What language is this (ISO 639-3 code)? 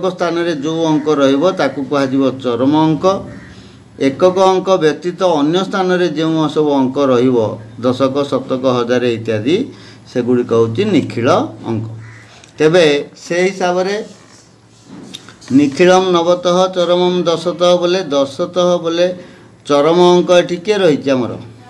ori